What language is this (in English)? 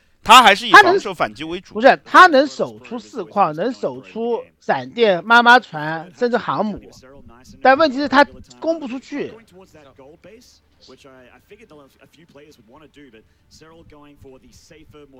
Chinese